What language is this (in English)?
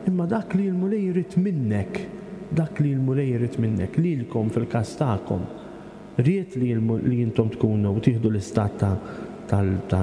Maltese